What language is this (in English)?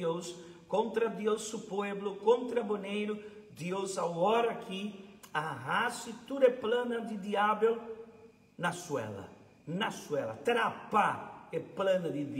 Papiamento